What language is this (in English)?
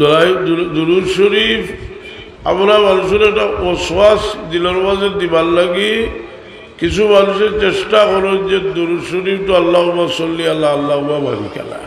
Sylheti